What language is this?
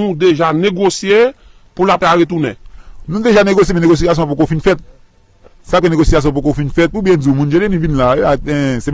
Haitian Creole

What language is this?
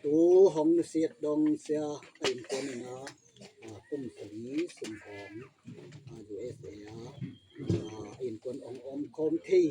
Tedim Chin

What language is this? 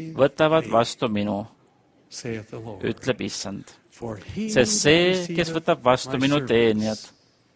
Estonian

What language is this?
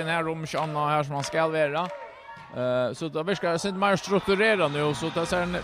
Faroese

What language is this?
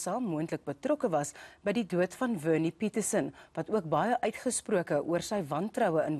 Afrikaans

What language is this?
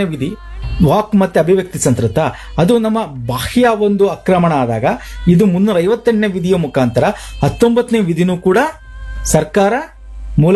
Kannada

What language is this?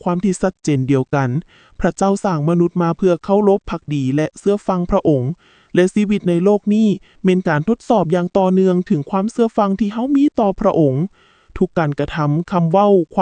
Lao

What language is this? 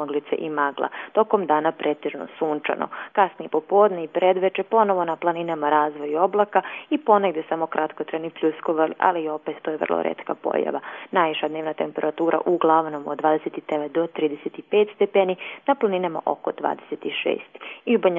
Croatian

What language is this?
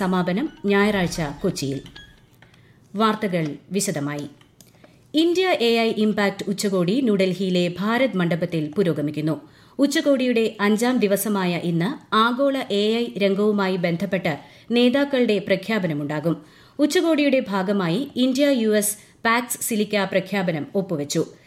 Malayalam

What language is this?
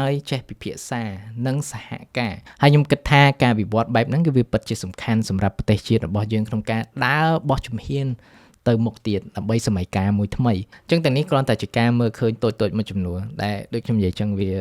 Khmer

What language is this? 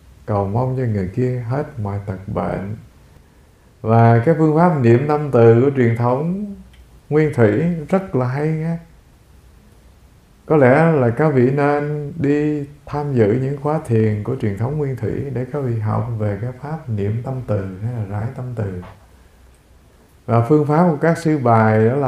Vietnamese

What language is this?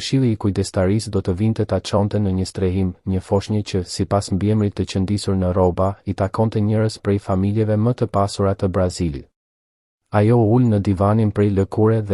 Albanian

